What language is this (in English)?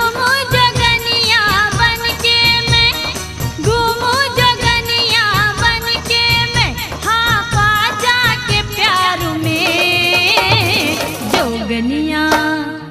Bhojpuri